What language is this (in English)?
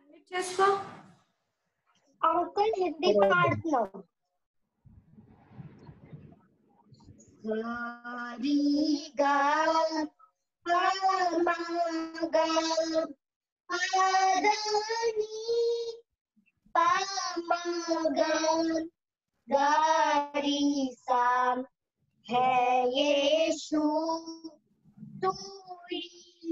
Telugu